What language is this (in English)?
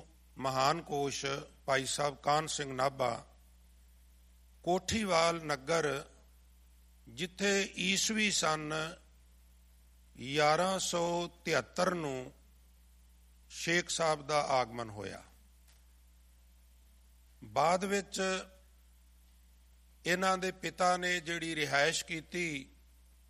Punjabi